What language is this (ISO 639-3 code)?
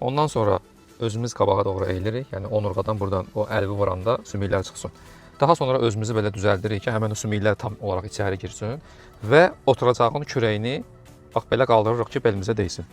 aze